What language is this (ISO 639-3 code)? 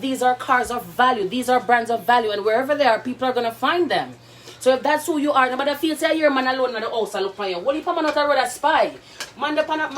jam